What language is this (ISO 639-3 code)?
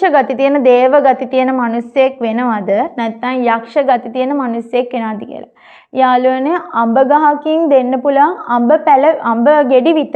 sin